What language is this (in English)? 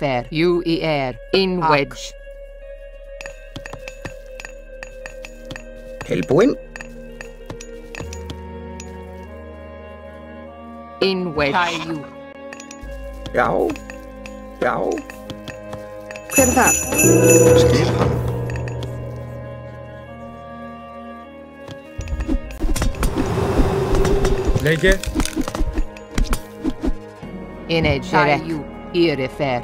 Icelandic